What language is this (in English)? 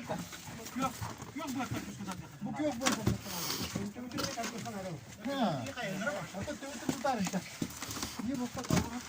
Yakut